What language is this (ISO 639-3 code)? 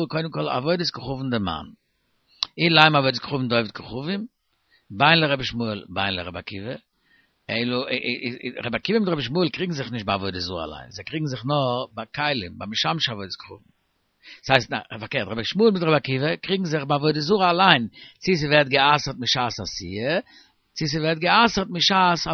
yid